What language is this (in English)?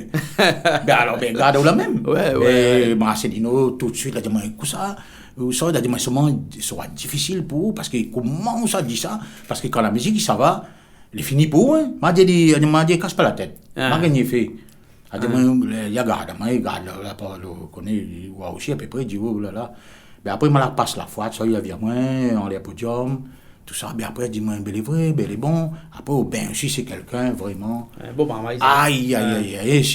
Réunion Creole French